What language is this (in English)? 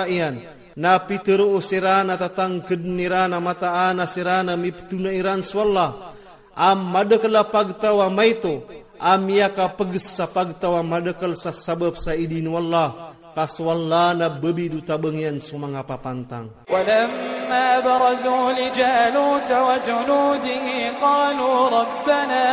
Iranun (Philippines)